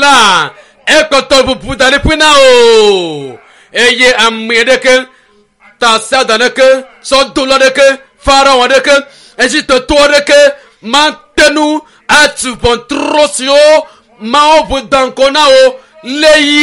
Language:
Ewe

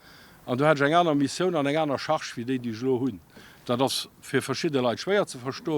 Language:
Luxembourgish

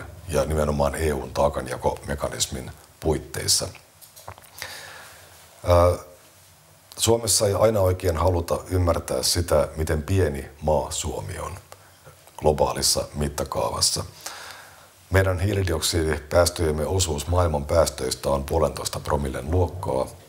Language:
Finnish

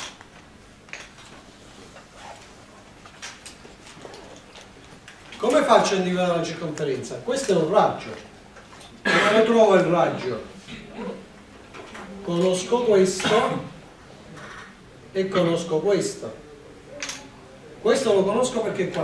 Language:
Italian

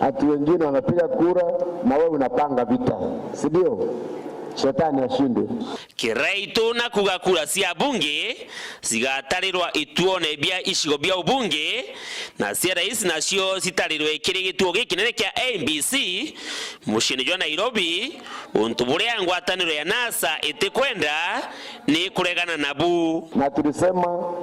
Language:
Meru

